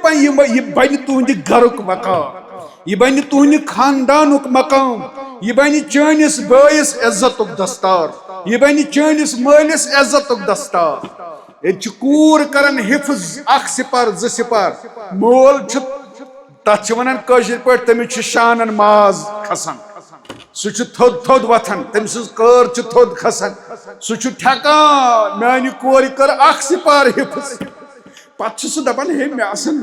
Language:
Kashmiri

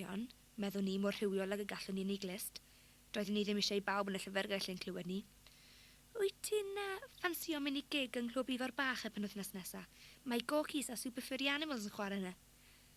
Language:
Welsh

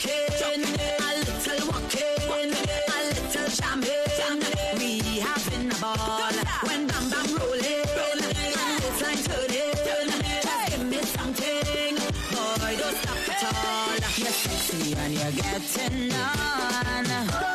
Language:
Tongan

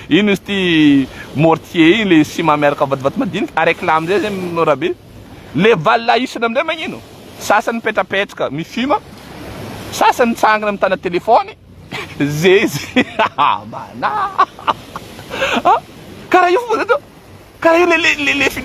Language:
Malagasy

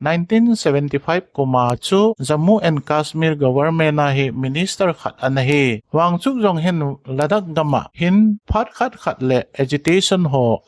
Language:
Thado Chin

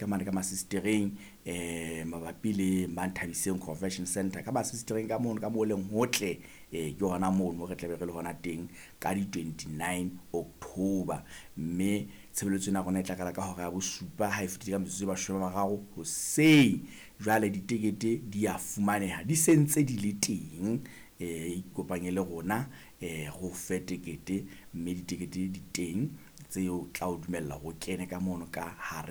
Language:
Southern Sotho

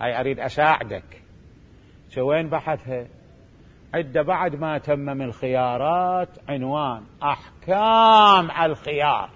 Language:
Mesopotamian Arabic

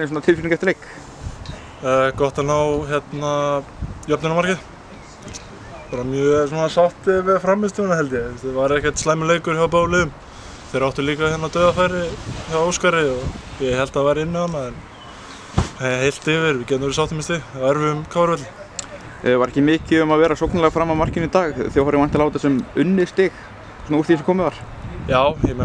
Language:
Icelandic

